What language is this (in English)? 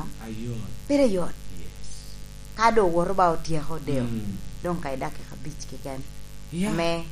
Lango (Uganda)